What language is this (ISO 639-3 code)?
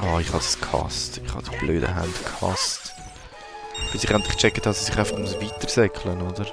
gsw